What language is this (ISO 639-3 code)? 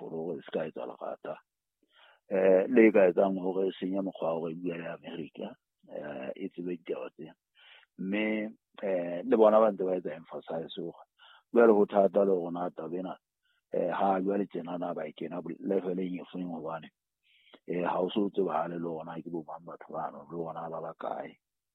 sot